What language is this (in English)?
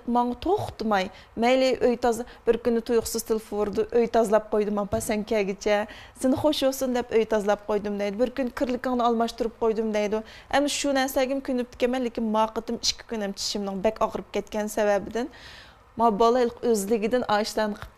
Uyghur